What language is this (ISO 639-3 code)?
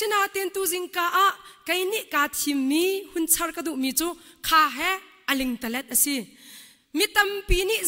cnh